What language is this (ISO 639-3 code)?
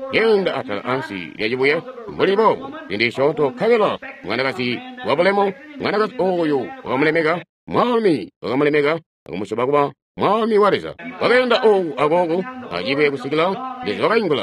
toi